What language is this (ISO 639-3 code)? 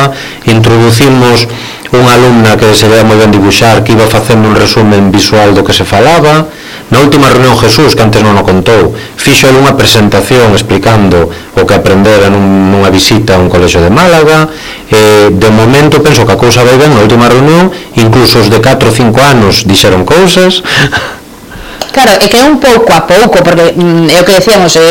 glg